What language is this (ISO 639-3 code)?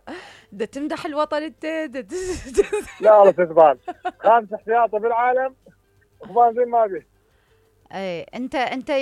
acm